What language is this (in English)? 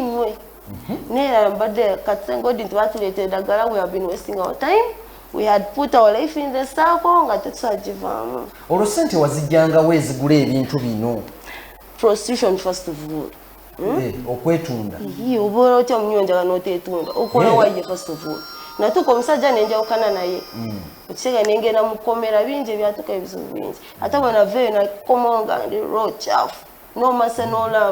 Ganda